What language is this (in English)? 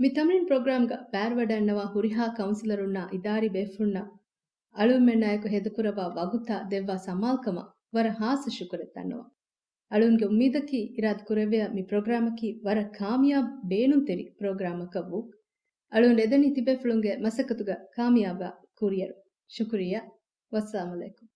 Divehi